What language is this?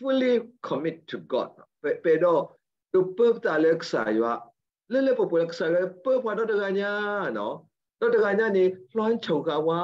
S'gaw Karen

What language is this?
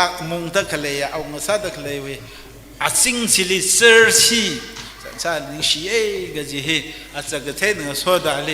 Tangkhul Naga (India)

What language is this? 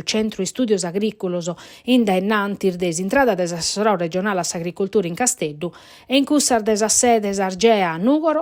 Sardinian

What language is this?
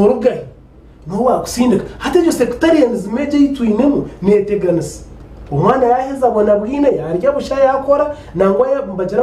Nyankole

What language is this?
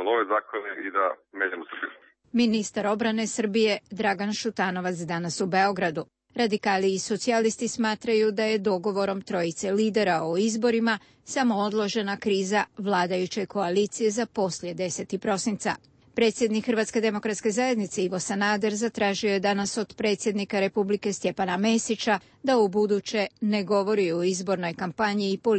Croatian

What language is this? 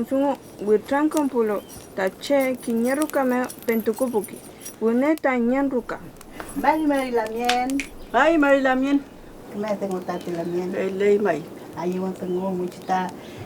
Mapuche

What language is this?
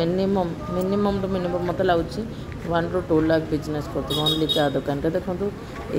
Odia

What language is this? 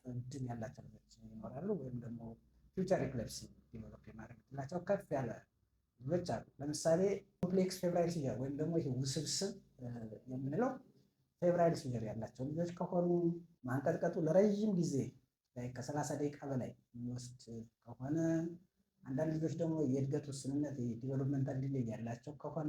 Amharic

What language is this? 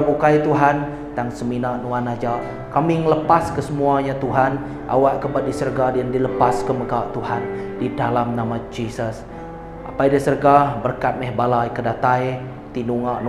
Iban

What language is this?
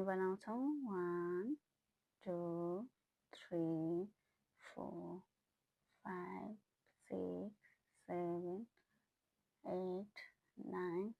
Nepali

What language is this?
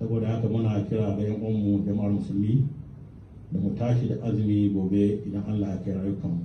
Hausa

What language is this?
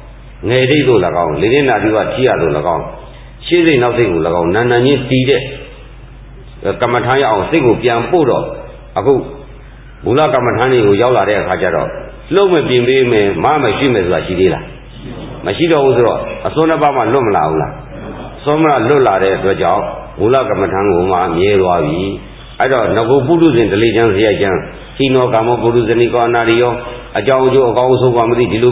Burmese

